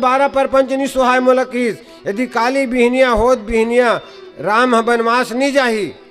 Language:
Chhattisgarhi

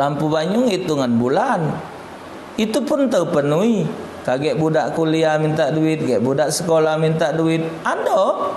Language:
Musi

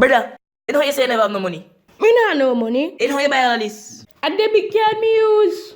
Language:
Jamaican Creole English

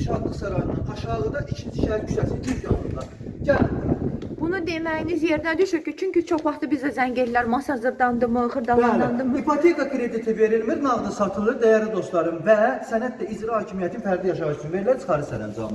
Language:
Azerbaijani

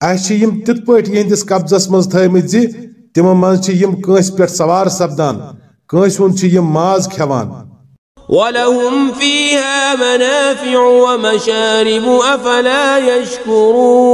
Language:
Kashmiri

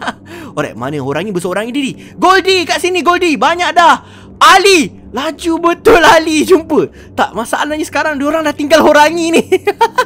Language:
Malay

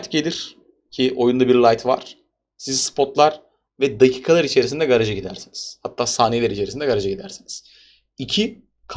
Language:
Turkish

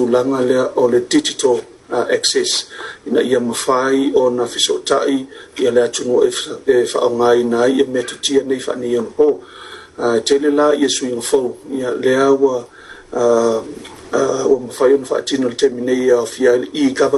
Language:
Samoan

